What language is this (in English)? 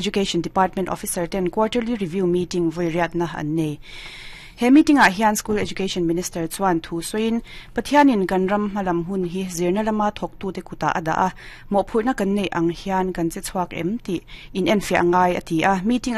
Mizo